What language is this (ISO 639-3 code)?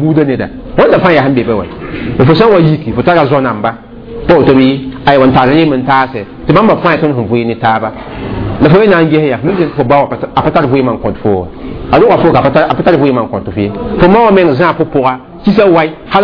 mos